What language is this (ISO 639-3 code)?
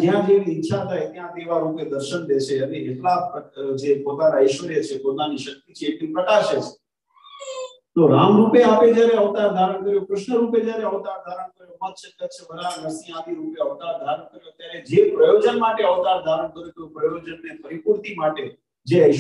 guj